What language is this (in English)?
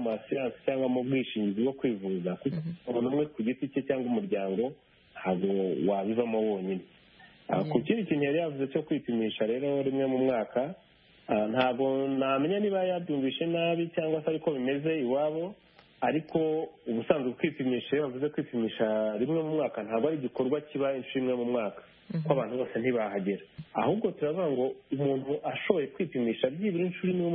Kinyarwanda